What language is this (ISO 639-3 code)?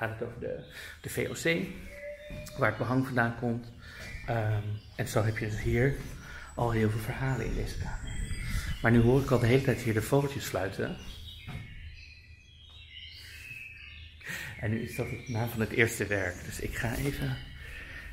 nld